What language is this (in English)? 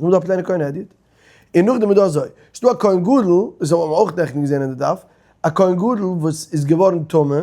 Yiddish